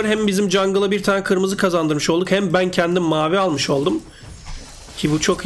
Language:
Turkish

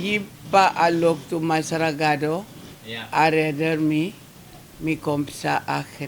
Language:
Sranan Tongo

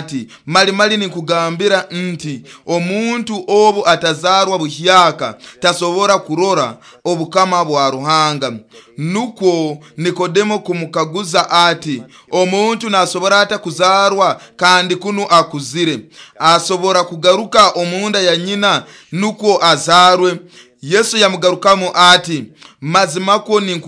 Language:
Nyoro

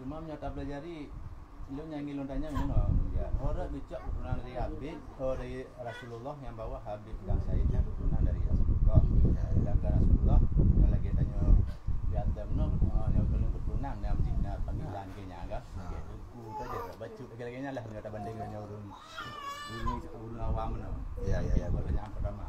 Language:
Achinese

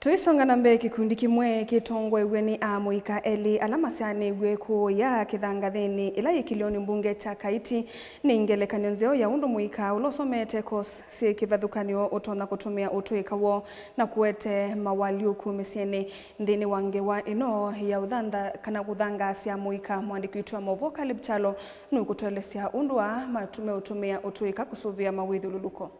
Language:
Kamba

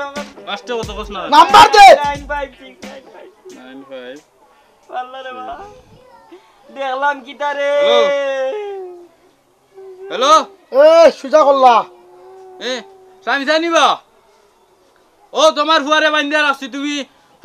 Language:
Bangla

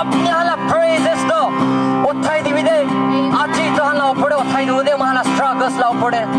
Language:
Naga Pidgin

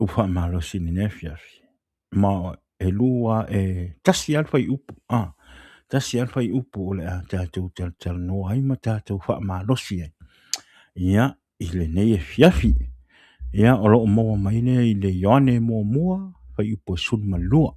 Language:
Samoan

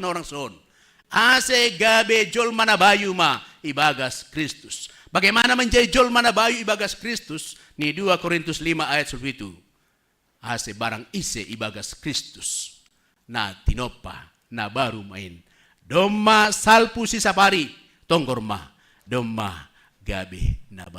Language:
Batak Simalungun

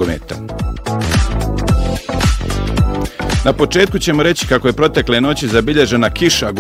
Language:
Bosnian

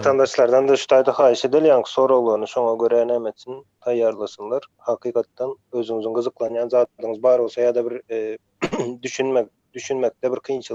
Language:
Turkmen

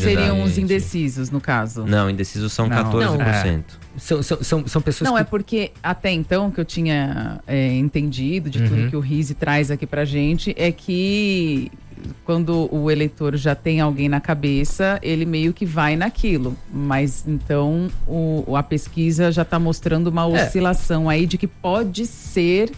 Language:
Portuguese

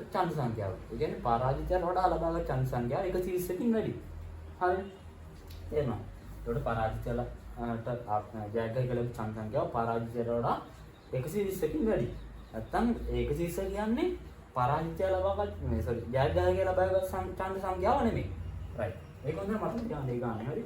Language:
Sinhala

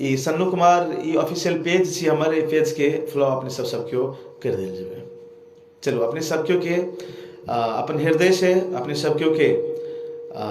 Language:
Maithili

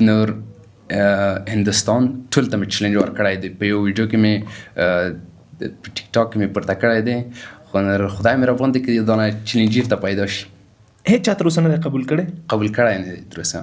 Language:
Pashto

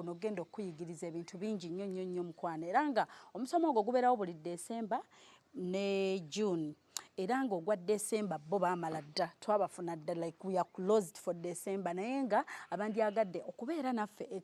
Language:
Ganda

